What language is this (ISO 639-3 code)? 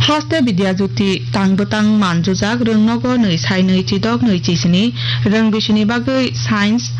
trp